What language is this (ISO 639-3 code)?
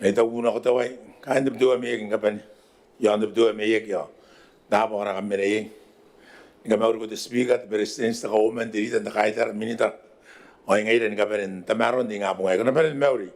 gil